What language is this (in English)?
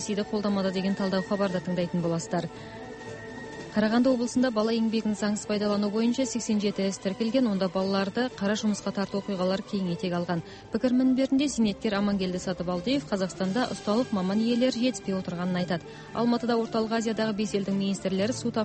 Kazakh